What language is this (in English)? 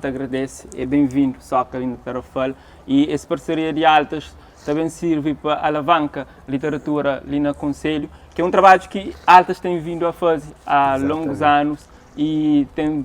Kabuverdianu